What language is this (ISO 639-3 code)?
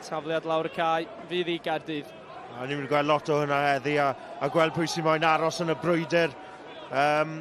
cym